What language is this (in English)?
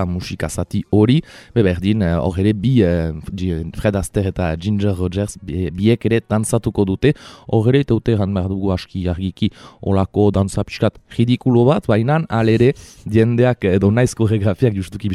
Basque